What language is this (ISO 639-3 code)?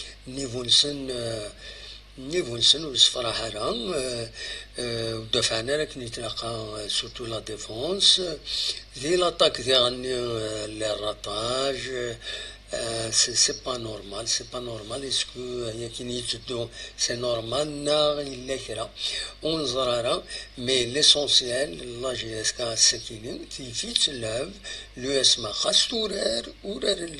kab